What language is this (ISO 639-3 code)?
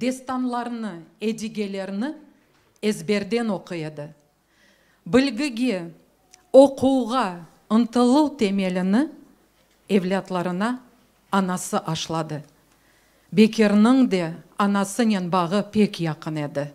crh